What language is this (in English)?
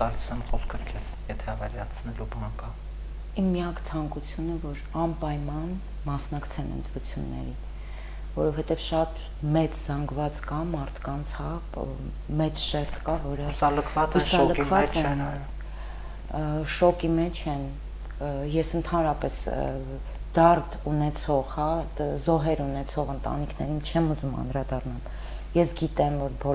Armenian